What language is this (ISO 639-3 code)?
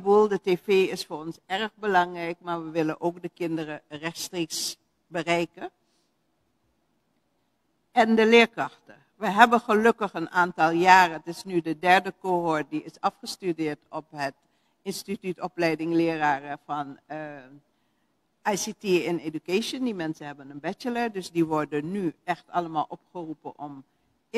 nld